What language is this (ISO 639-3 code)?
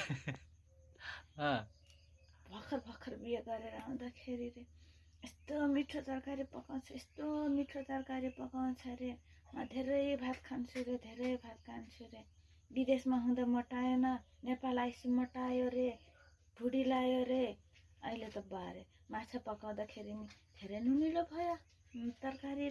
nep